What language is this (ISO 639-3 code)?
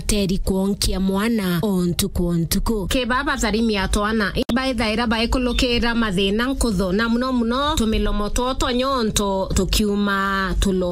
mer